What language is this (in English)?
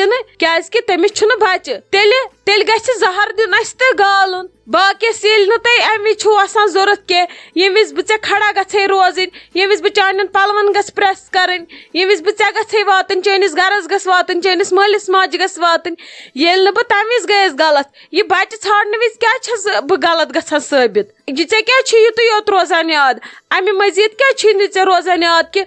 Kashmiri